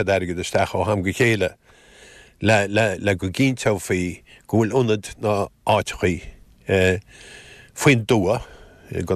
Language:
Irish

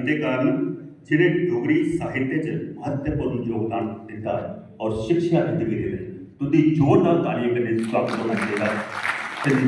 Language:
Dogri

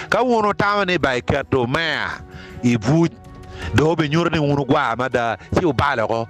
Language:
Acoli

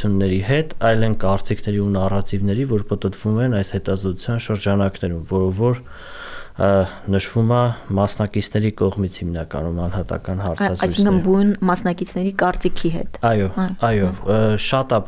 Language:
Armenian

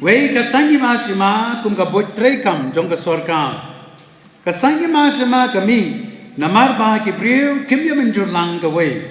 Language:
Khasi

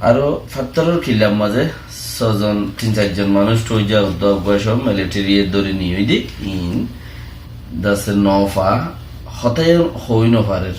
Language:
Rohingya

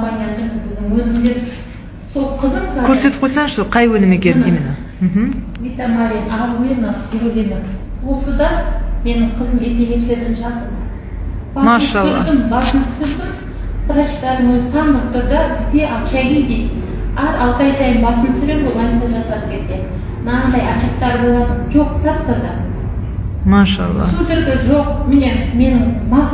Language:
Kazakh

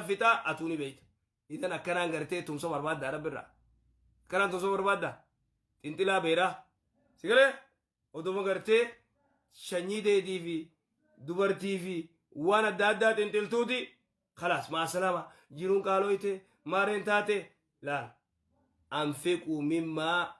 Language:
Oromo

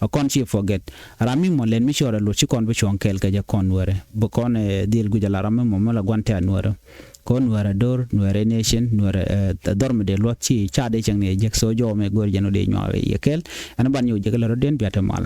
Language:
Nuer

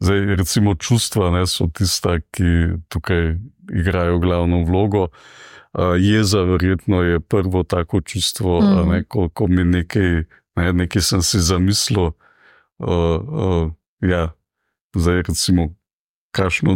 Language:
Slovenian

